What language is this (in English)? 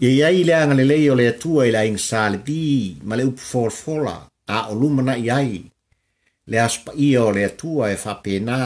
Samoan